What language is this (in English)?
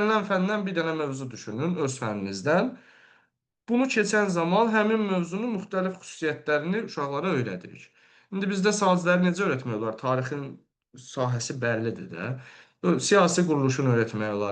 Azerbaijani